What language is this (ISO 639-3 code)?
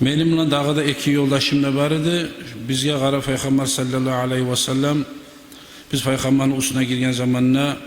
kum